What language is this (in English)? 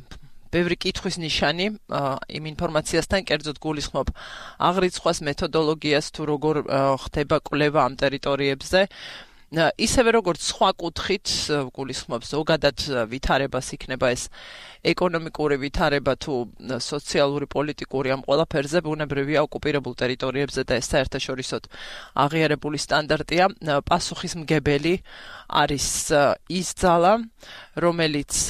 Georgian